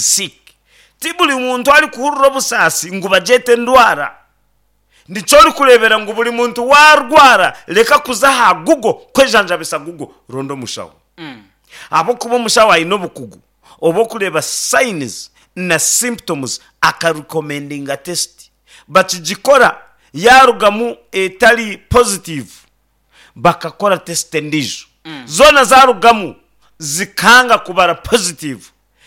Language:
Nyankole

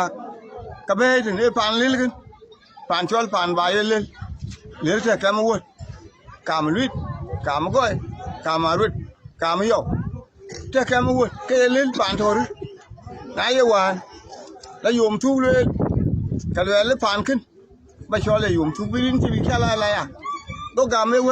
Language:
Dinka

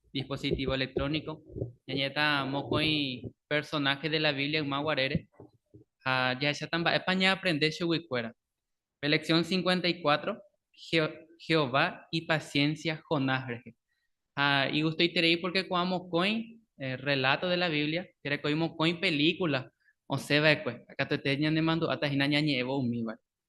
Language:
Guarani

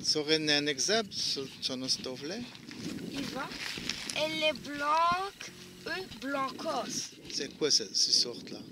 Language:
Walloon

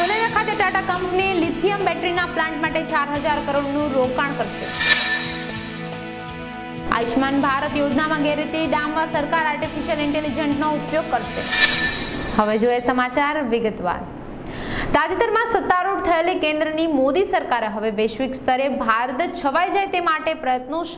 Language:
Gujarati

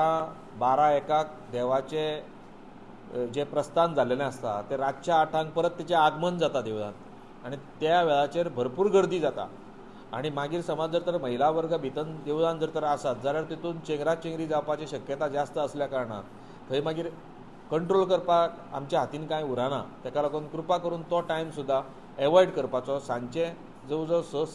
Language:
Konkani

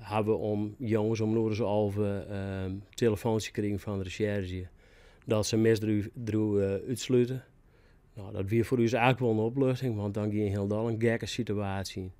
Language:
Western Frisian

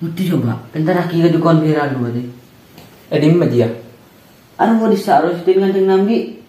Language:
Madurese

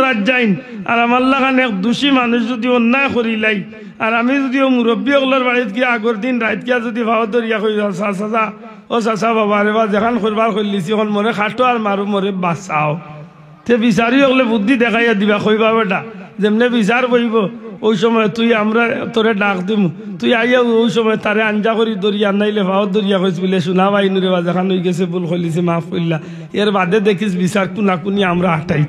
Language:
Sylheti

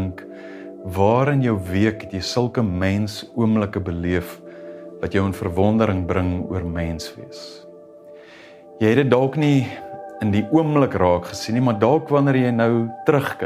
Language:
Afrikaans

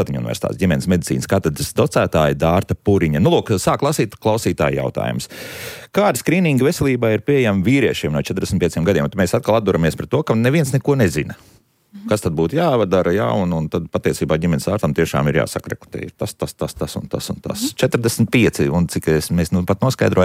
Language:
Latvian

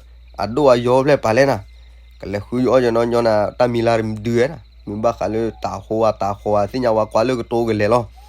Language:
S'gaw Karen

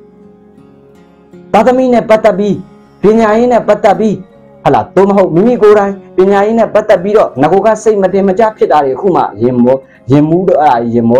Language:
Burmese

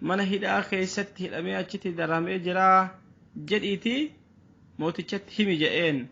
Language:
Oromo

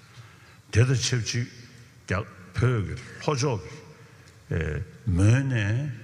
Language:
Tibetan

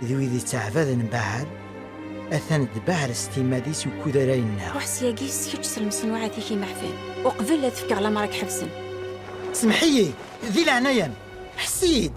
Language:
Kabyle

